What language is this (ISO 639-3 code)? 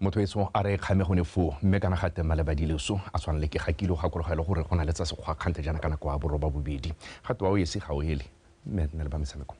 tsn